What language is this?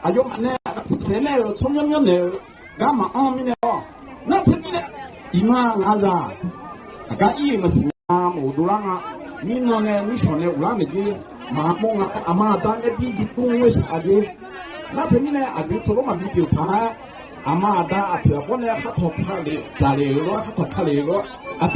Akha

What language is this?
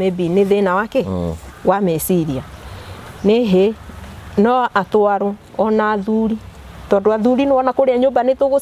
Kikuyu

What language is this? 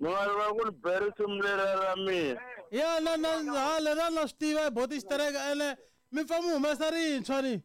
Tsonga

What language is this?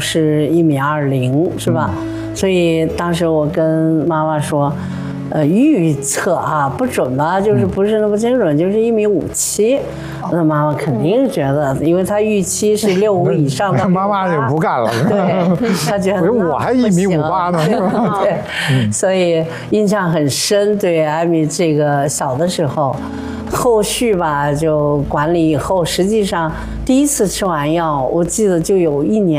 Chinese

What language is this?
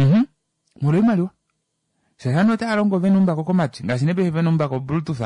Kuanyama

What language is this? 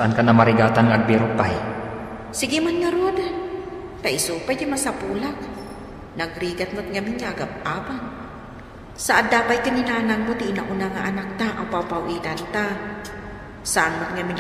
Iloko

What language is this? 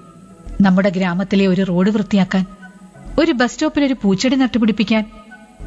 Malayalam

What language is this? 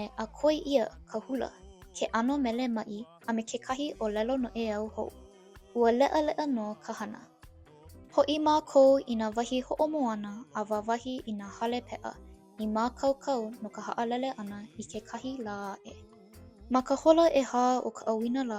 Hawaiian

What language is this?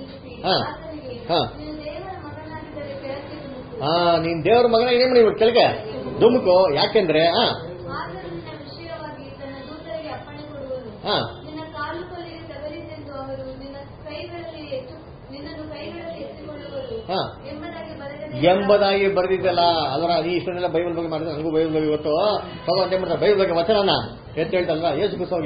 Kannada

